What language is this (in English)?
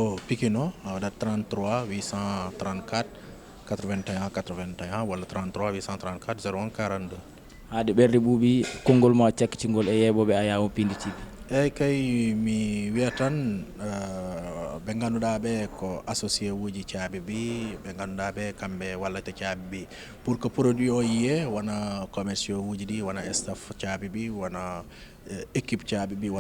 Fula